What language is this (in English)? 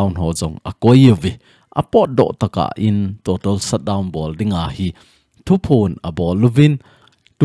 Thado Chin